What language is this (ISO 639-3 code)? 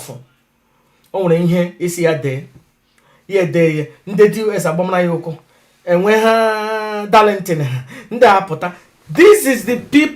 ibo